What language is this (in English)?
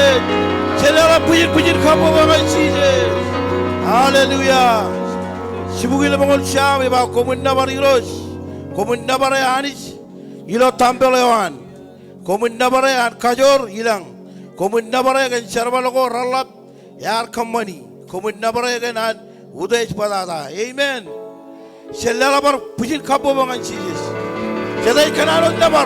Marshallese